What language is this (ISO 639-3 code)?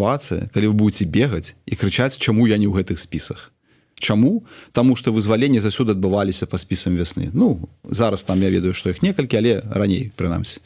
bel